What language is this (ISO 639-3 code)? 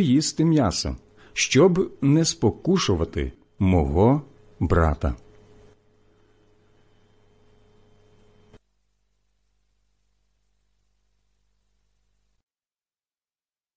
ukr